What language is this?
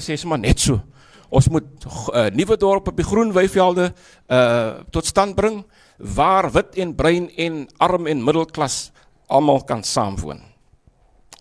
Afrikaans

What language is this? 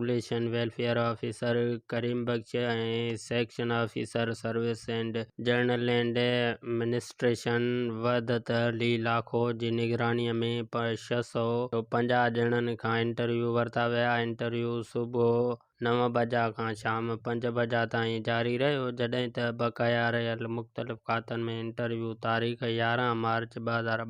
Sindhi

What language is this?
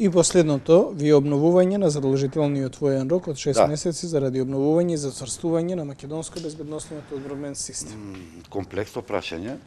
Macedonian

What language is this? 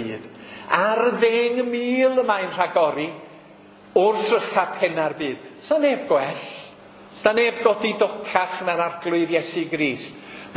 Welsh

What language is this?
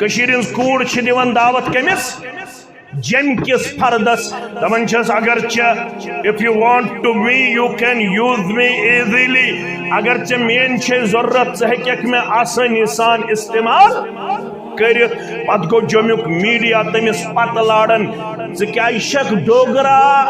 Kashmiri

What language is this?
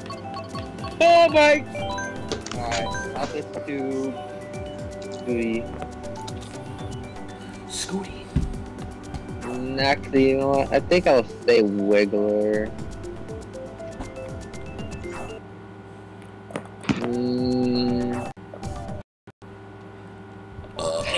English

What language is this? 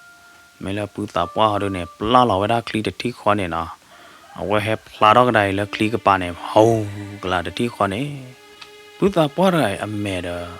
S'gaw Karen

